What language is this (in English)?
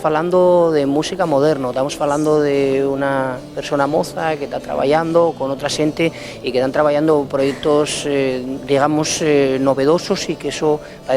Asturian